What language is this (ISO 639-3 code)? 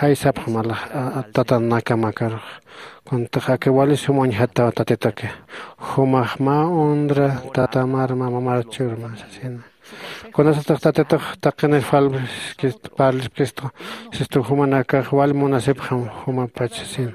aym